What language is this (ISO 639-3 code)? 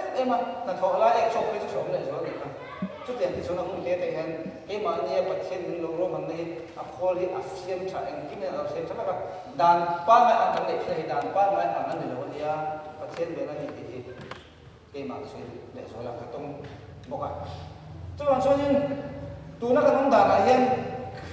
lus